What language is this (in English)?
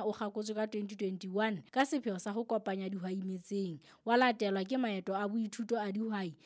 Southern Sotho